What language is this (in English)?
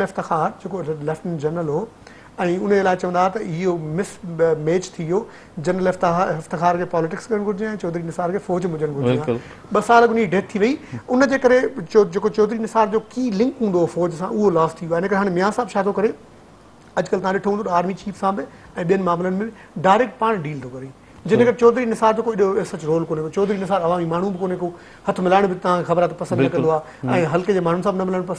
Sindhi